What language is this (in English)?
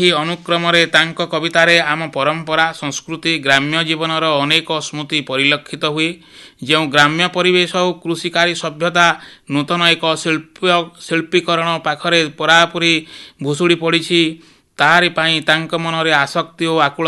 Odia